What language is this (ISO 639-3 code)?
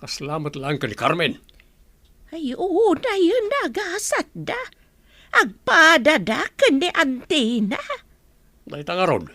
ilo